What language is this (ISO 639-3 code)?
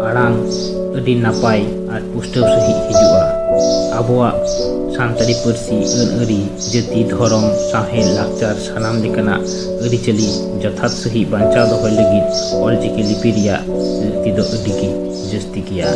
sat